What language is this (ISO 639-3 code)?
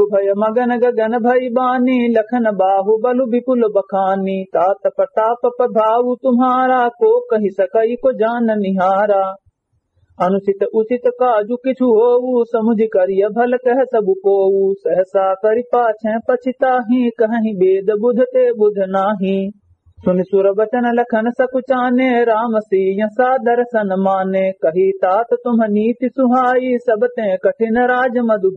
awa